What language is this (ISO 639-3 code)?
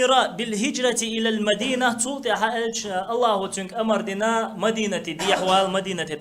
che